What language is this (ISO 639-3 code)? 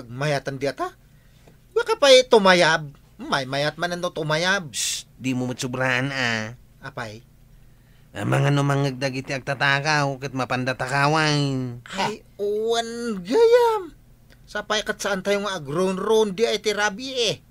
ilo